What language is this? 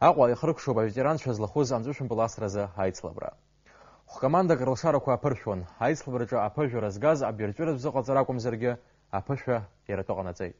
Abkhazian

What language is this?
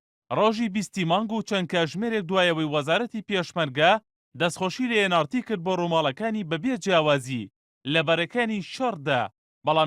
Central Kurdish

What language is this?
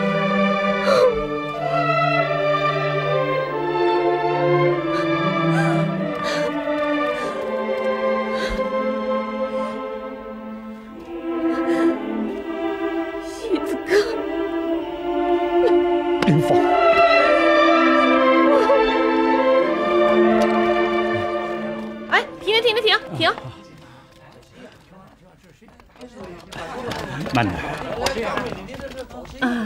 Chinese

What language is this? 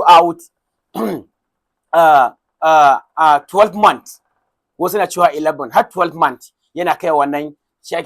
Hausa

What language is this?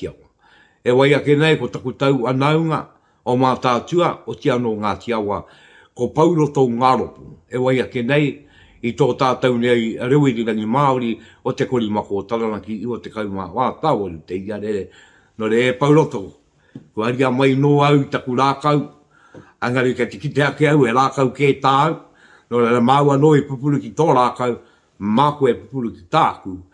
Māori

